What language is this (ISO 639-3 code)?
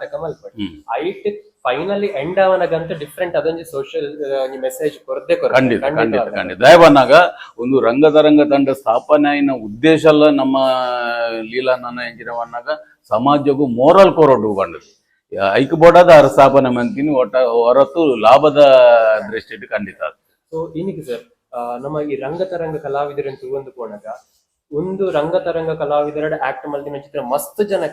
tcy